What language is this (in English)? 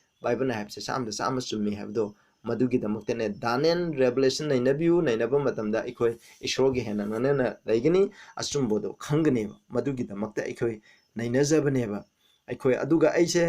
Manipuri